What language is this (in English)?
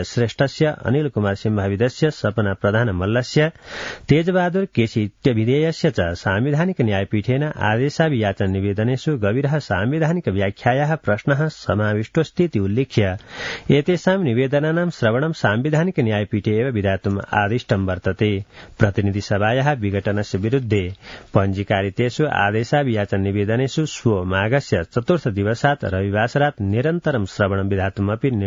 Sanskrit